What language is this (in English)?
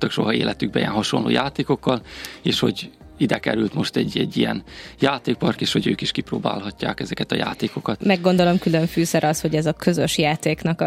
Hungarian